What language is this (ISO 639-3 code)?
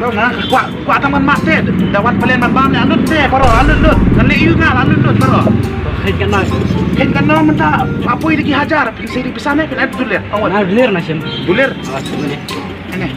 kha